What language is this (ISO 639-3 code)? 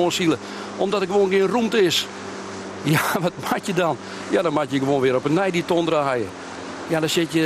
fry